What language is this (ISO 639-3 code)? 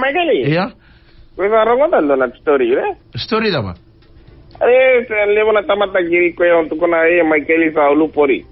fij